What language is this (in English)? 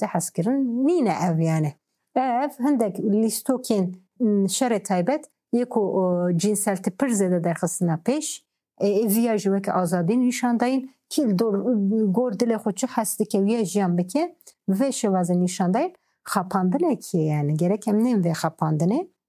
Kurdish